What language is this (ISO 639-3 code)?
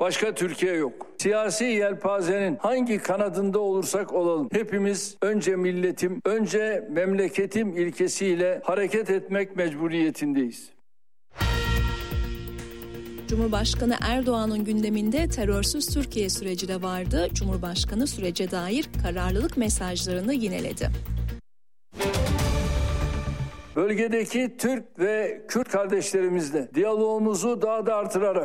tur